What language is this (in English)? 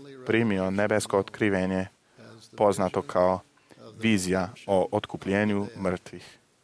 Croatian